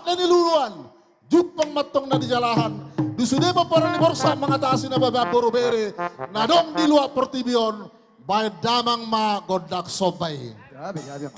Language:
Batak Toba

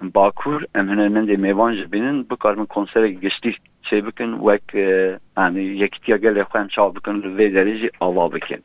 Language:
Kurdish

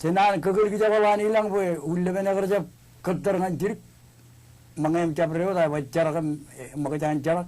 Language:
Marshallese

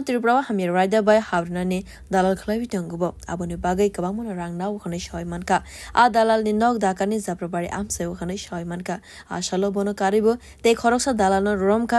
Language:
Kok Borok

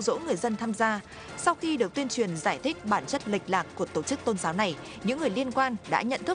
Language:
Vietnamese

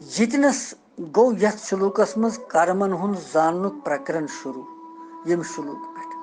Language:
Kashmiri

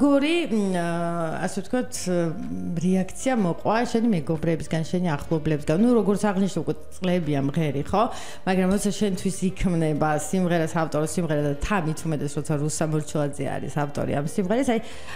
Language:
Georgian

